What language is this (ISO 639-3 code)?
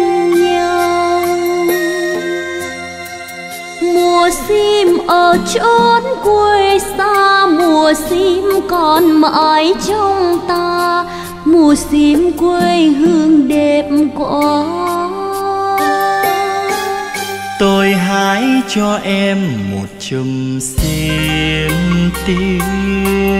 vie